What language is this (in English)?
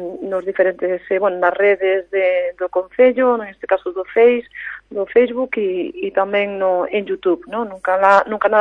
Galician